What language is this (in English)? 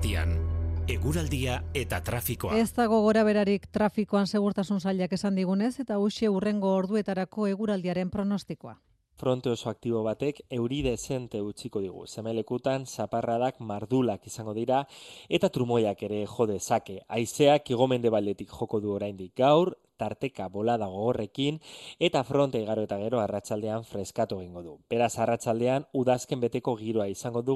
Basque